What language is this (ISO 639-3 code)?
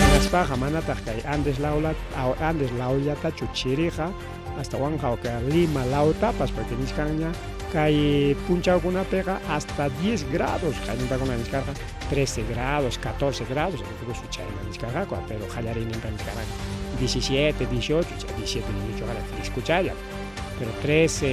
quy